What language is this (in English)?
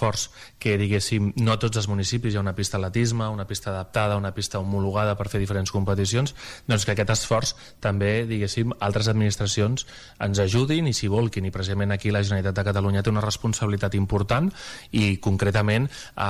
Catalan